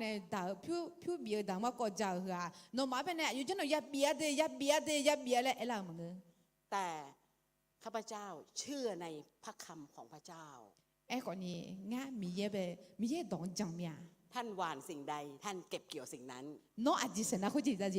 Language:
Akha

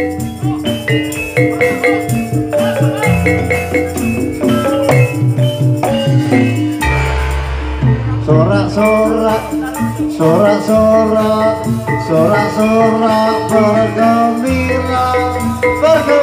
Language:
Indonesian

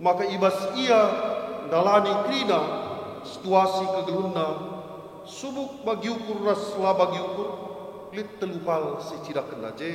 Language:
Batak Karo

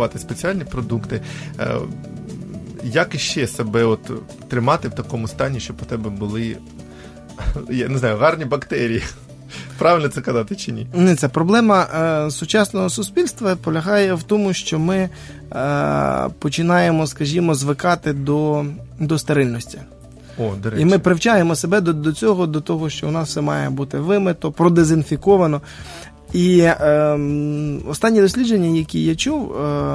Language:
Ukrainian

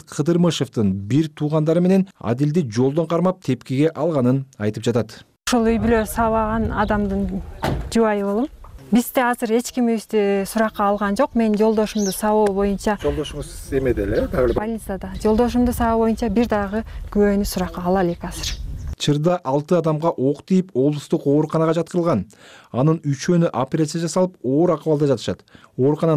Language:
Kyrgyz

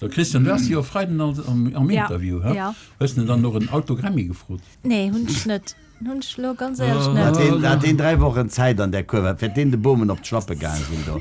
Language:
Luxembourgish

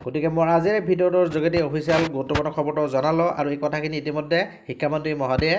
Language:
Assamese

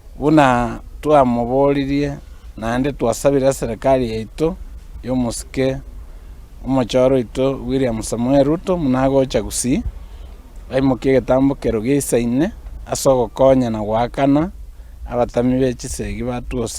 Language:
Gusii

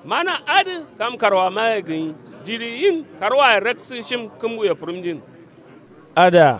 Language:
Kanuri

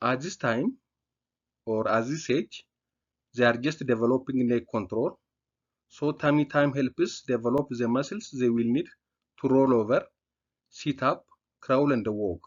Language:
English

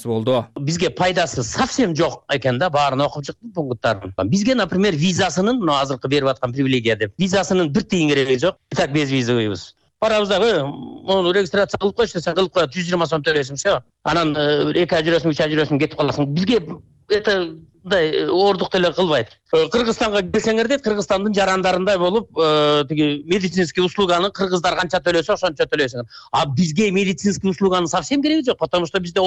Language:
Kyrgyz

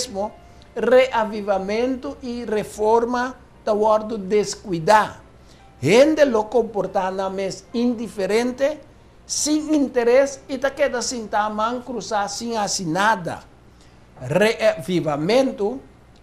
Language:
Papiamento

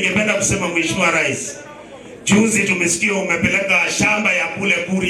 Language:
Gusii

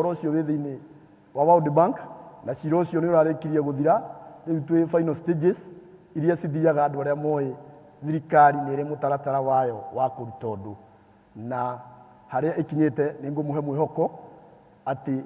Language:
Kikuyu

